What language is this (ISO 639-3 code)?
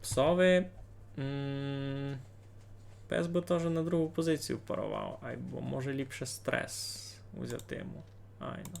rue